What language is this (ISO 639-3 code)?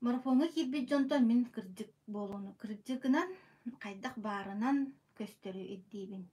sah